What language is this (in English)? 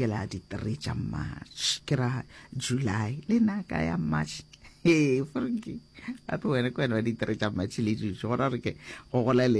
Northern Sotho